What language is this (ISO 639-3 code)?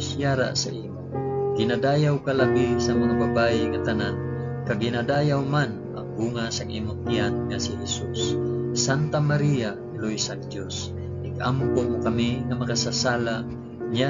hil